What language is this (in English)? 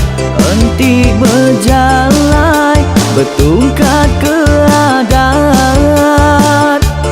Iban